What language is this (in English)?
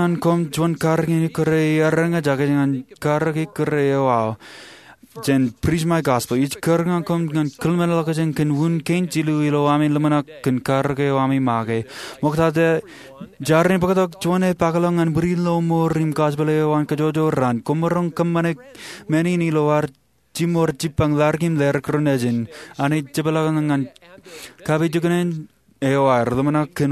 Marshallese